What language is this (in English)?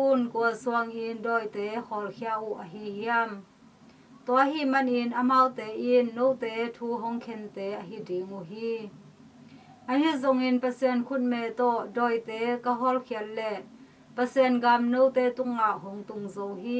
Tedim Chin